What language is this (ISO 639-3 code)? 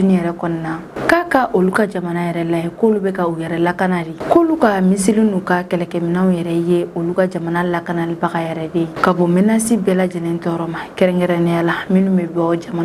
bam